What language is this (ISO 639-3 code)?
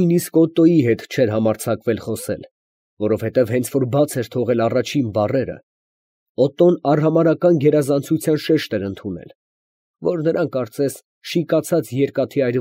hye